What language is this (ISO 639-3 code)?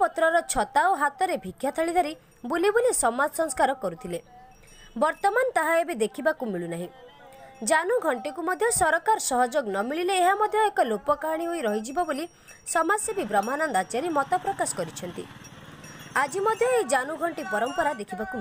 ori